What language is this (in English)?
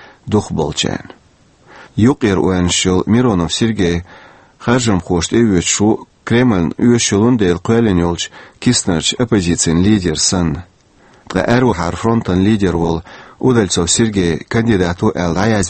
Chechen